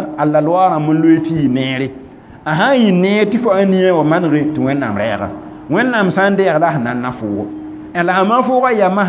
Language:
Mossi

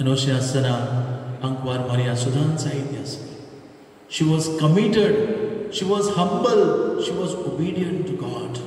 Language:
Konkani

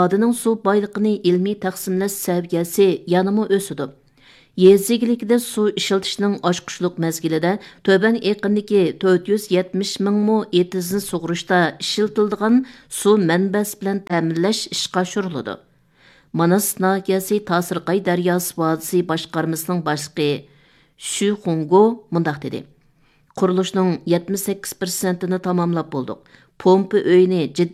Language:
Uyghur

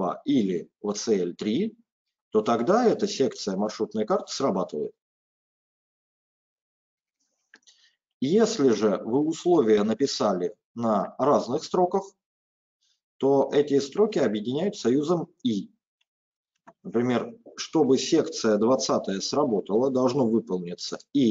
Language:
Russian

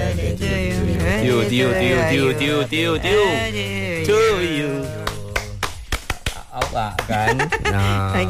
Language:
Malay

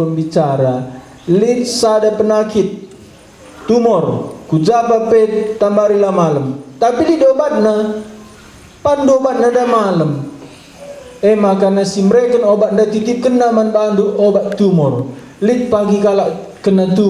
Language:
Batak Karo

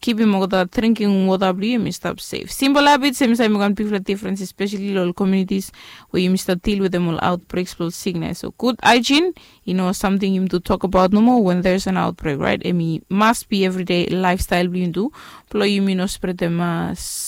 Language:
Bislama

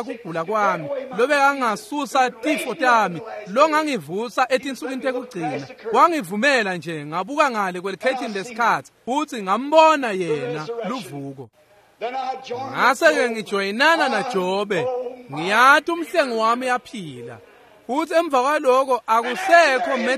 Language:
Swati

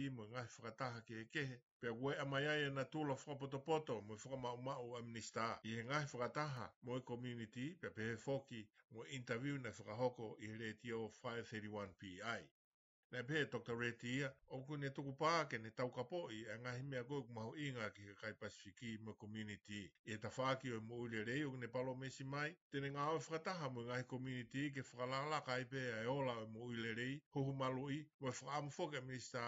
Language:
Tongan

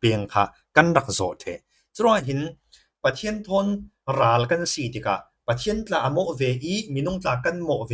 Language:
Falam Chin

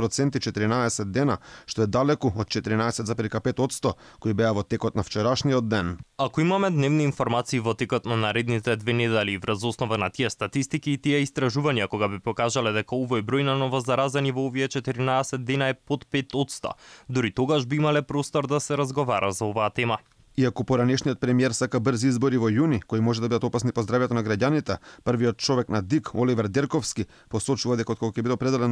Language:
Macedonian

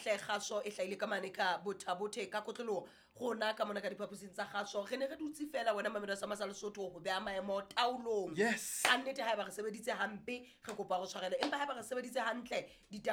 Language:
Southern Sotho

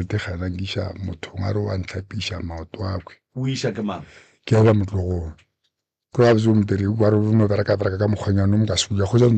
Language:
Northern Sotho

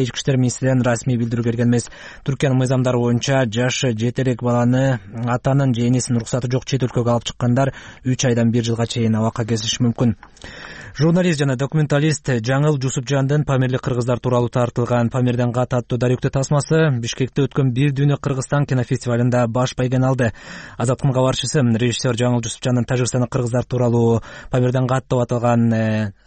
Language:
Kyrgyz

